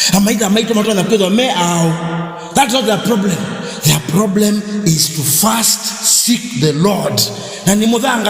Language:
Kamba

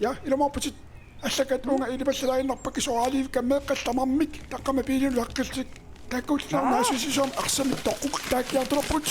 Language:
Kalaallisut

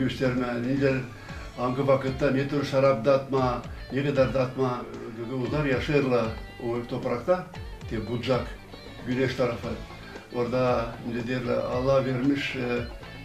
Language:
Gagauz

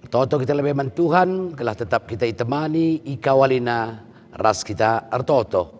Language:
Batak Karo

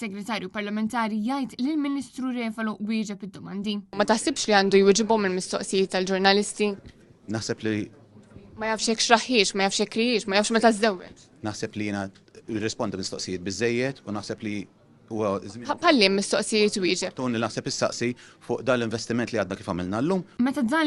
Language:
Maltese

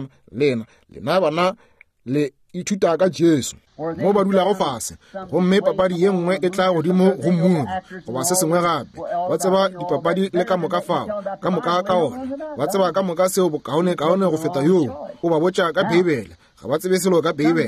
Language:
Northern Sotho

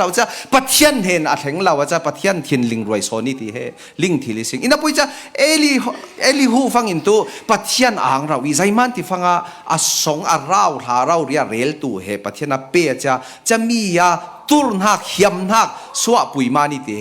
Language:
Falam Chin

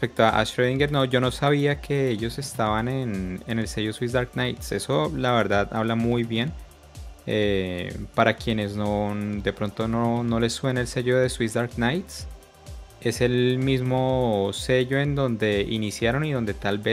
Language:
Spanish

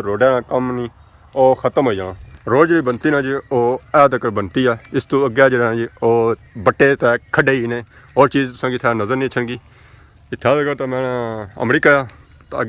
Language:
Pahari-Potwari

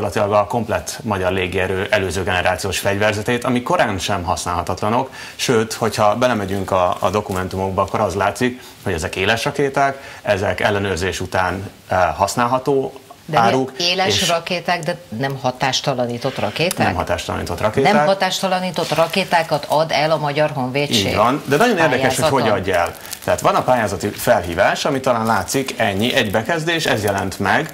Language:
Hungarian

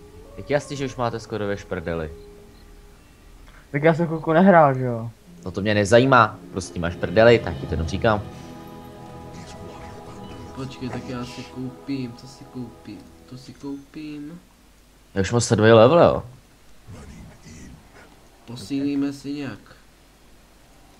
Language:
Czech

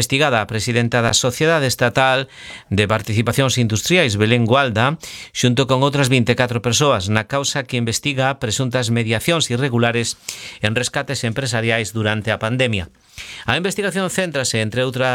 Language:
Galician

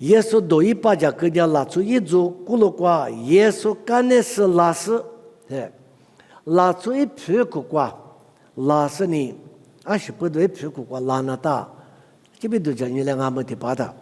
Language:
Lisu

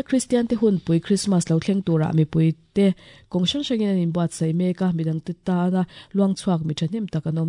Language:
Mizo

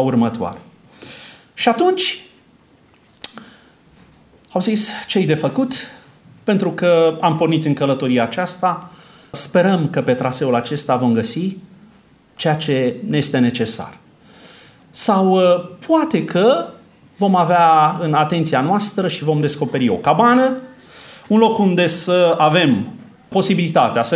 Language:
Romanian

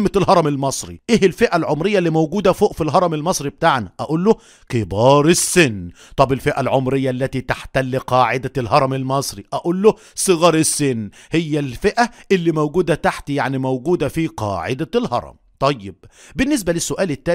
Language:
Egyptian Arabic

